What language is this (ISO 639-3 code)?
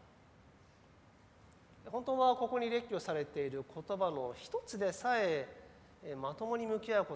jpn